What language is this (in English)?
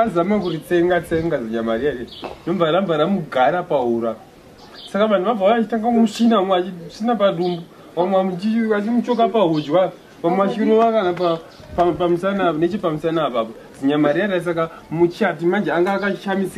Shona